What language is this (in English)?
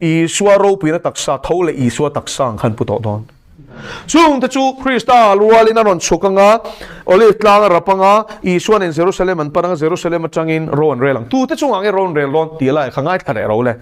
Mizo